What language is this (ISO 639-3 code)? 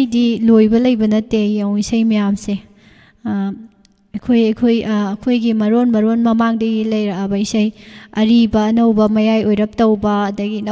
mni